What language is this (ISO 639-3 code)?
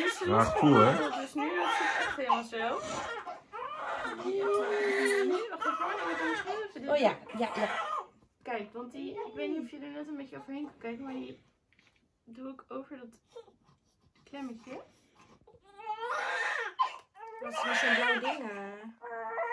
nld